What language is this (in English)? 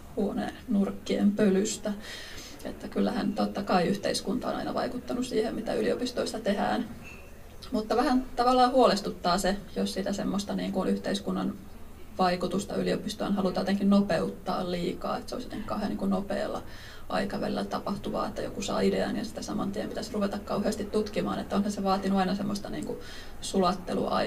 Finnish